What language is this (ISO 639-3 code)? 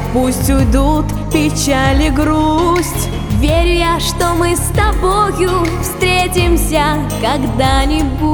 rus